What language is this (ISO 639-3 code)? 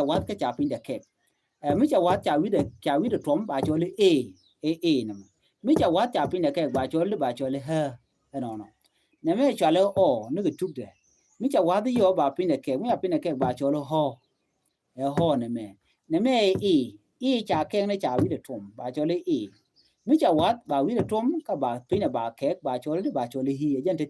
nus